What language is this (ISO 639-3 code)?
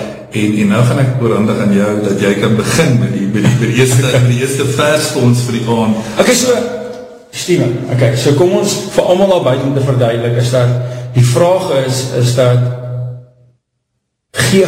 afr